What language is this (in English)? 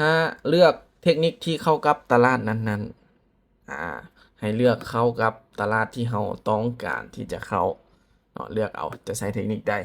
Lao